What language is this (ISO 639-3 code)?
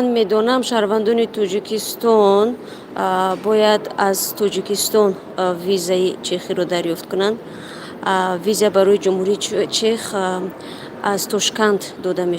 tgk